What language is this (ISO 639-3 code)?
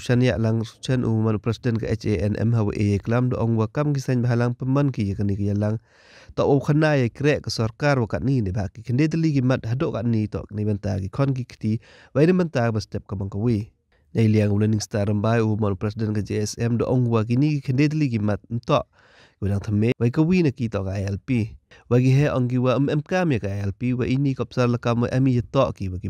pbv